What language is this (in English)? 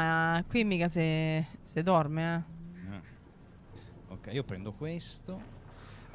Italian